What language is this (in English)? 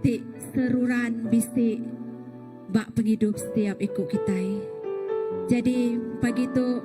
Iban